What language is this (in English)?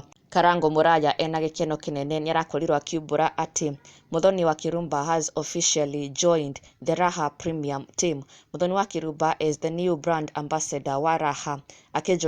Kikuyu